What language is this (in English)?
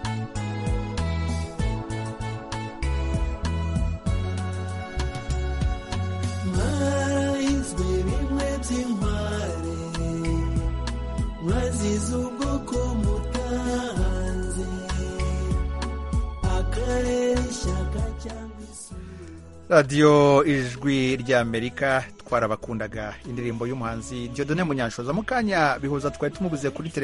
Kinyarwanda